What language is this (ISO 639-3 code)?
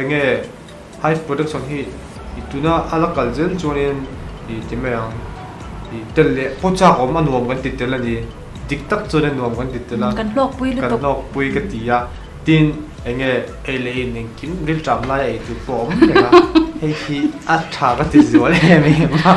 lus